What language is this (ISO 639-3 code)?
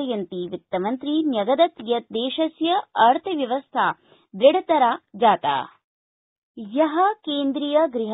san